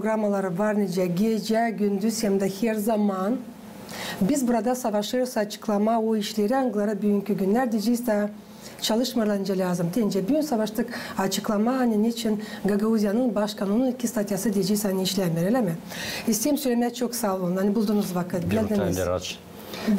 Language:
Gagauz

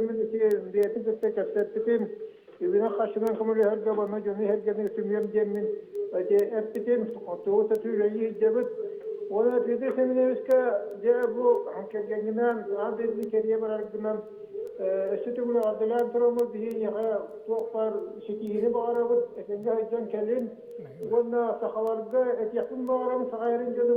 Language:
Yakut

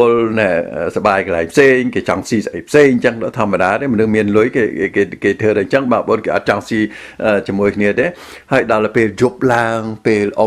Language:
Khmer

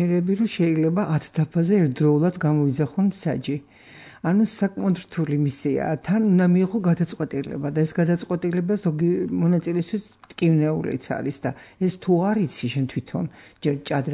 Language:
Georgian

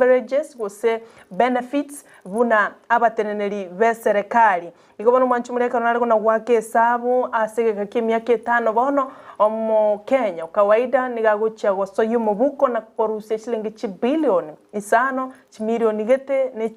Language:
Gusii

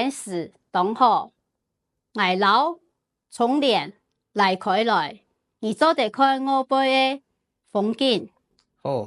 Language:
Hakka Chinese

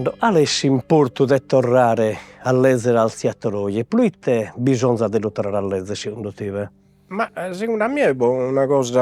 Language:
Sardinian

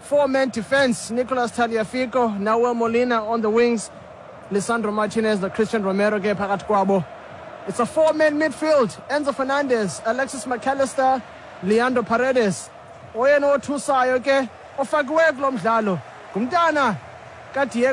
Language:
Xhosa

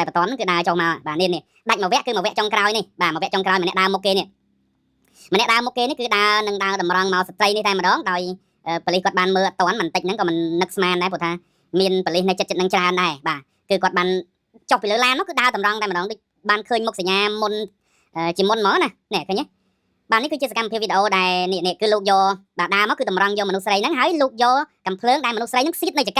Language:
Khmer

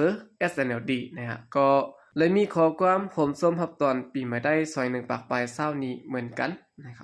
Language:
Shan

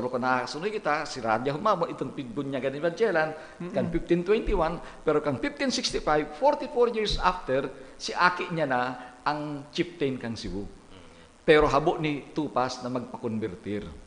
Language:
Bikol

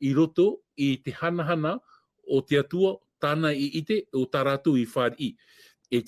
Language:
Tahitian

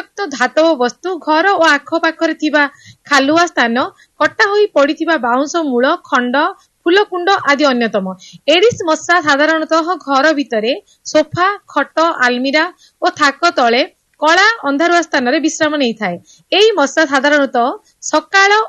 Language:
Odia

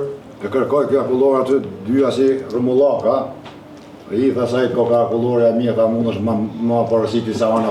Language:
Albanian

